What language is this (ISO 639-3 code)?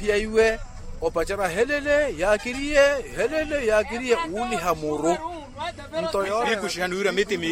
vmw